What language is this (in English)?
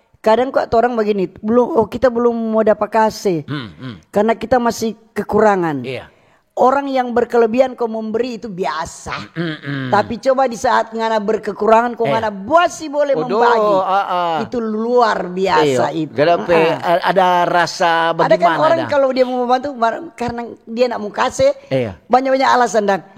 Manado Malay